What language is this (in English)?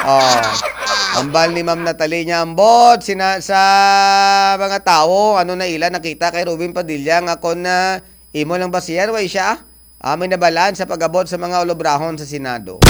Hiligaynon